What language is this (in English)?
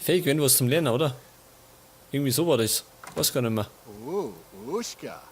Bavarian